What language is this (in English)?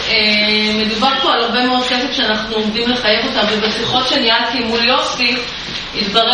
Hebrew